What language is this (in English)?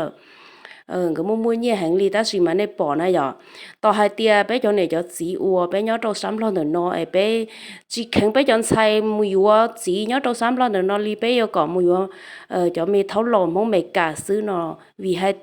Hmong